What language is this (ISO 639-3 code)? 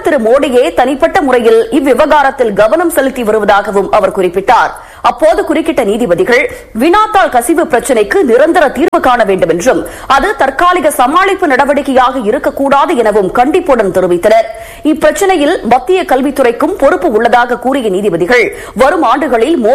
tam